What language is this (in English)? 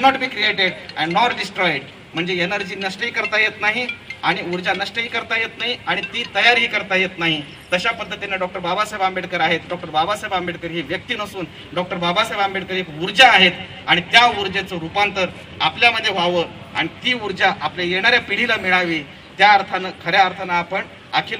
Marathi